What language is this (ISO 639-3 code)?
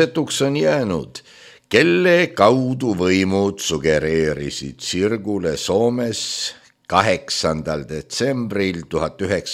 est